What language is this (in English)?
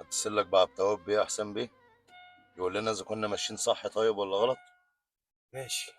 Egyptian Arabic